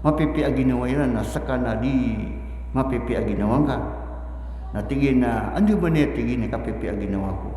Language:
Maranao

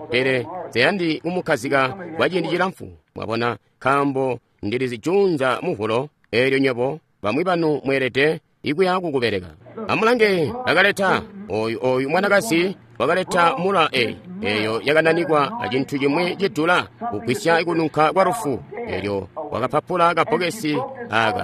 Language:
Tonga (Zambia)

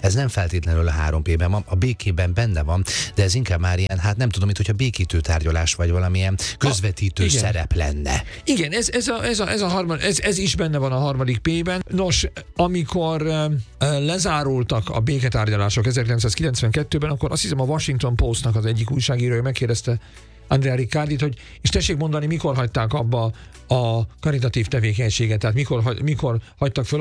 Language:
Hungarian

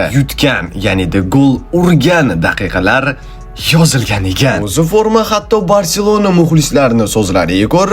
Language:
Uzbek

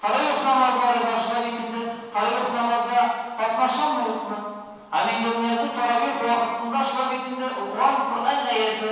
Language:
Tatar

